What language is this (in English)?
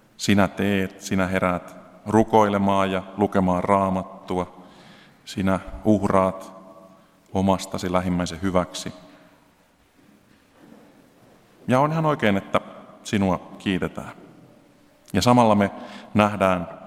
Finnish